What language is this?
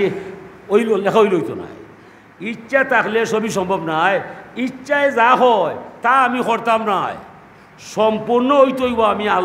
Sylheti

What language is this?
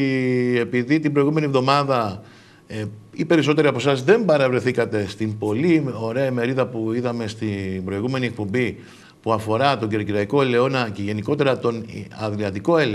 Greek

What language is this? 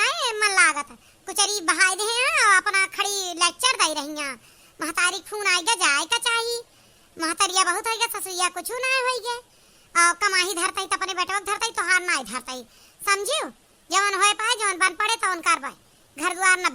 Awadhi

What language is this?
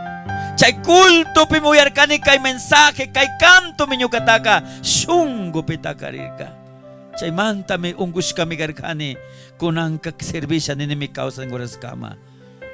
Chimborazo Highland Quichua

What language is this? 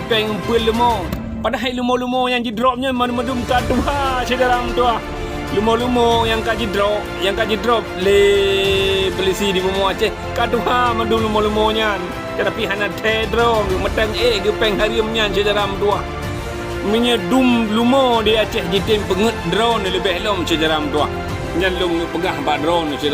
Achinese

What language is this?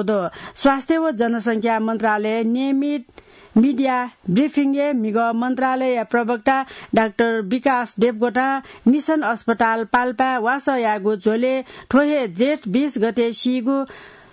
Newari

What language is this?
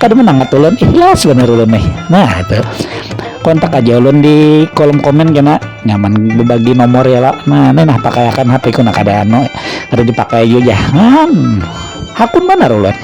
Banjar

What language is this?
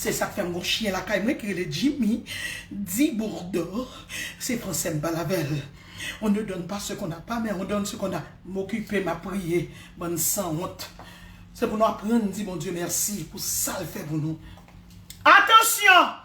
Haitian Creole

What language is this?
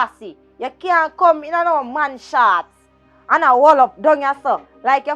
Jamaican Creole English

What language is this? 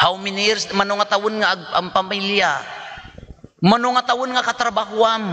Iloko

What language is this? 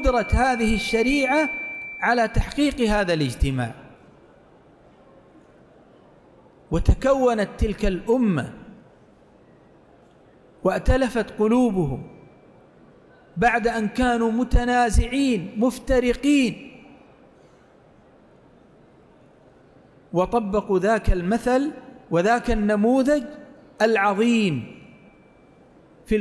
Arabic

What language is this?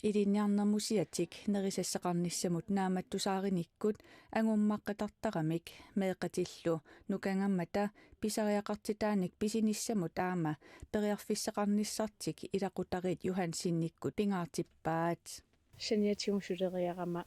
Kalaallisut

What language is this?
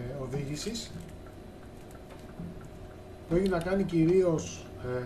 Greek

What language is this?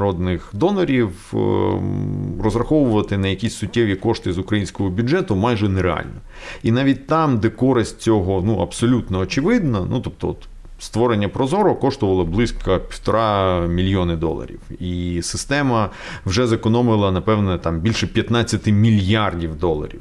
Ukrainian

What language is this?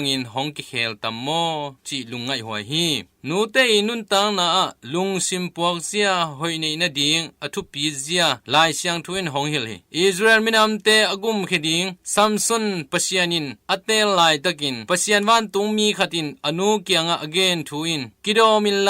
Tedim Chin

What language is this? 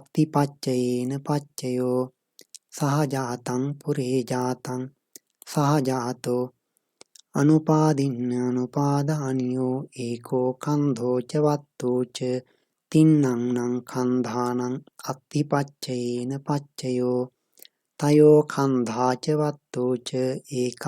Pali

